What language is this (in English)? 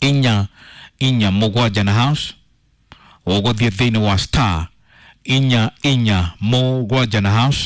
Kikuyu